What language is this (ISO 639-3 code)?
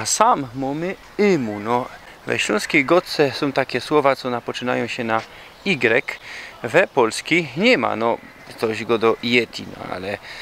szl